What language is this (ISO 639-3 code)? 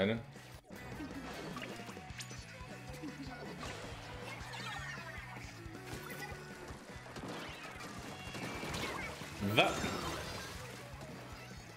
deu